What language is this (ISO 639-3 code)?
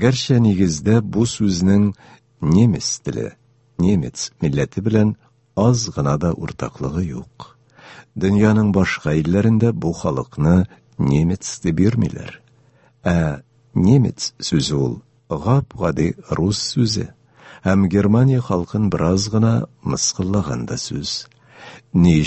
tat